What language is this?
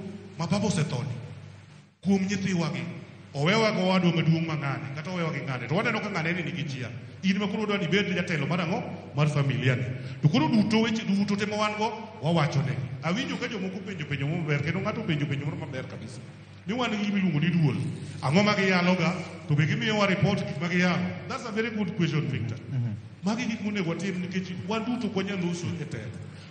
Luo (Kenya and Tanzania)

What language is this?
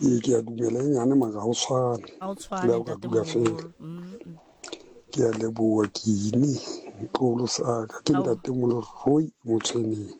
Southern Sotho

